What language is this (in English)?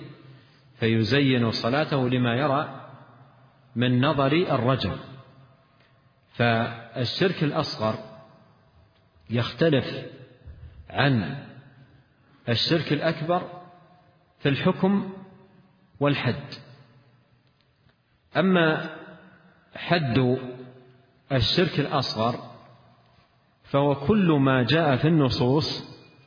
Arabic